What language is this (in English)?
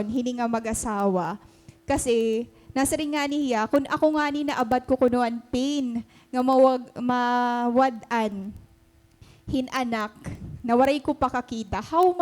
Waray